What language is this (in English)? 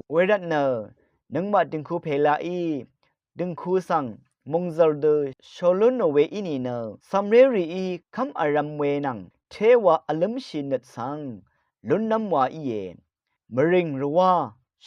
Rawang